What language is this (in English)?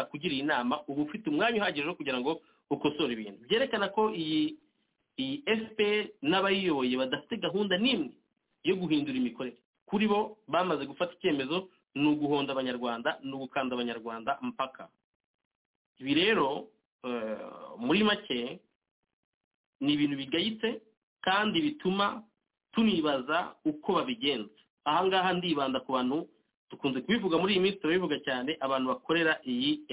Kinyarwanda